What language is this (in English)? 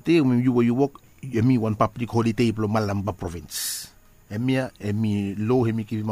Bislama